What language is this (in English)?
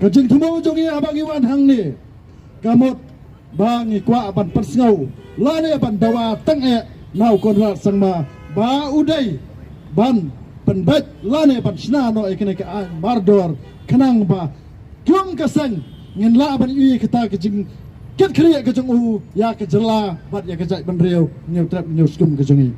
Khasi